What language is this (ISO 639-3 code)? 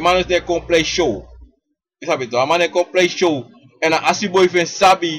srn